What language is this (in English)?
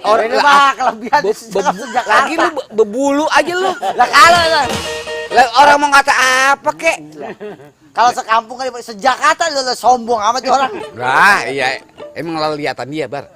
Betawi